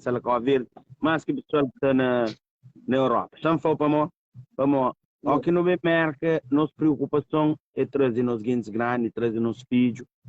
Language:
Kabuverdianu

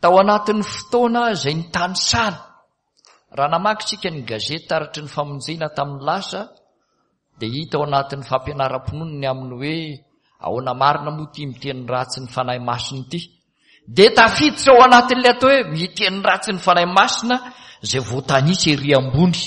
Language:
Malagasy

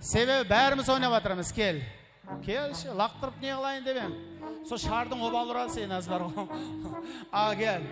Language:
Kara-Kalpak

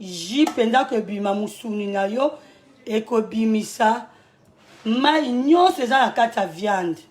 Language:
Lingala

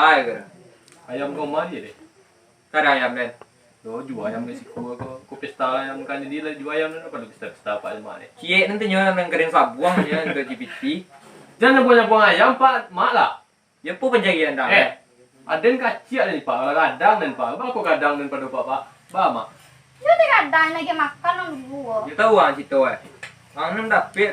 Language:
Minangkabau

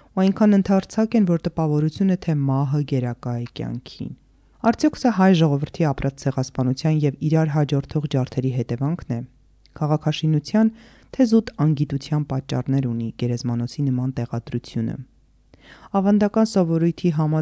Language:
Armenian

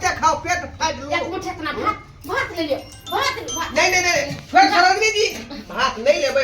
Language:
Maithili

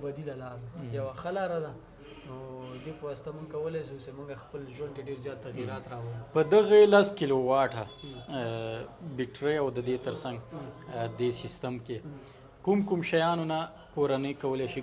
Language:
Pashto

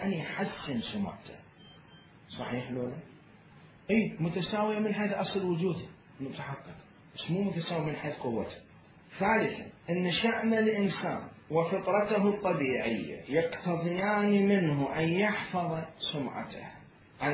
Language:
Mesopotamian Arabic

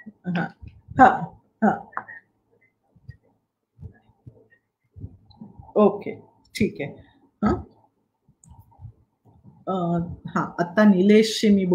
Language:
Marathi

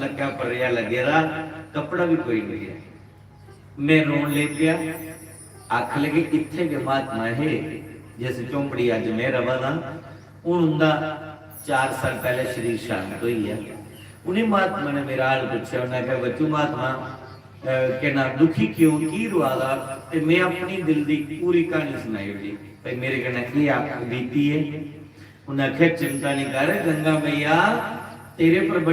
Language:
Dogri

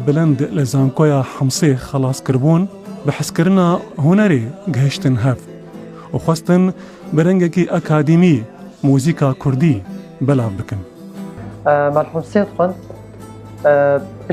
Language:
Kurdish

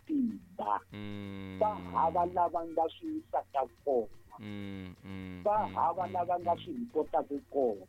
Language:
Tsonga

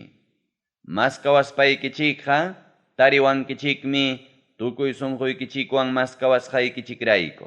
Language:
Ayacucho Quechua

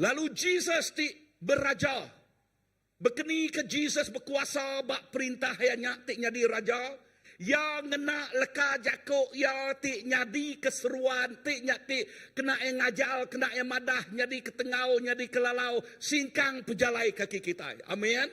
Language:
Iban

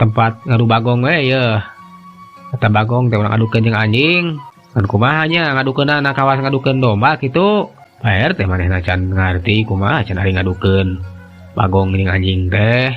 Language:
Sundanese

